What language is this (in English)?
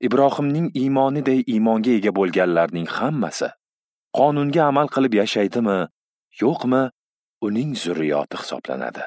Uzbek